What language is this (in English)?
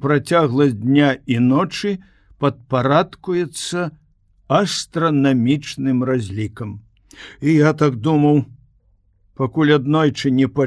Belarusian